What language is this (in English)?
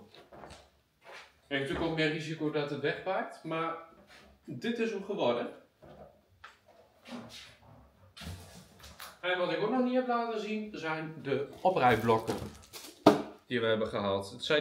Dutch